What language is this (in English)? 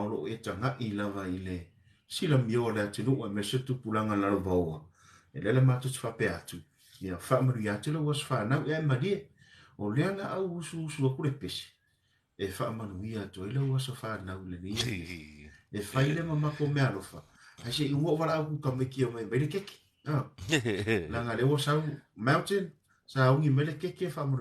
Samoan